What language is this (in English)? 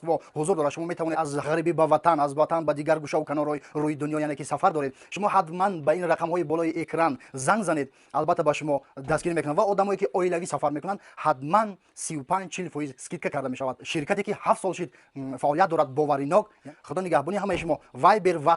Tajik